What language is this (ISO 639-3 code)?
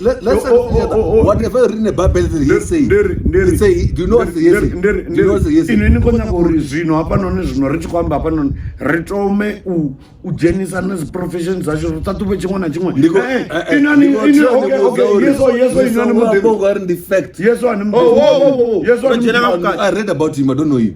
ven